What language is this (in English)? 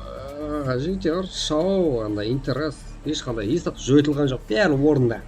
Kara-Kalpak